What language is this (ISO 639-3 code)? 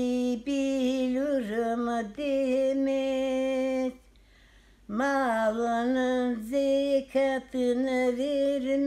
crh